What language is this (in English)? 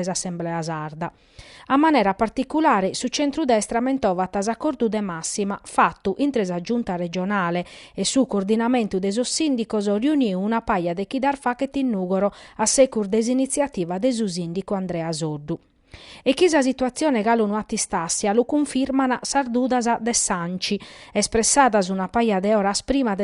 Sardinian